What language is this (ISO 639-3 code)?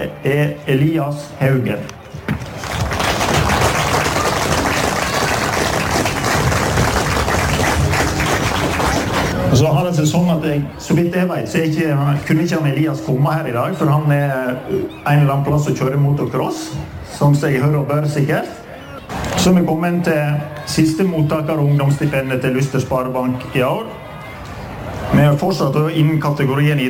nor